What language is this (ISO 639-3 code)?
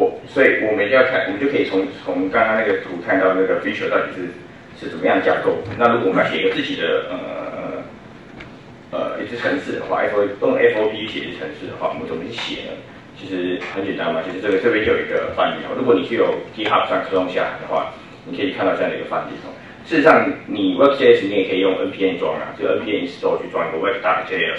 zho